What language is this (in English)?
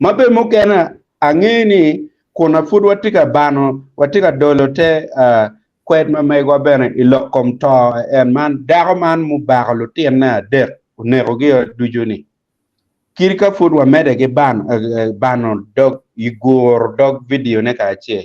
Acoli